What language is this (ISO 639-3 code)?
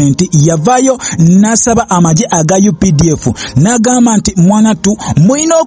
lug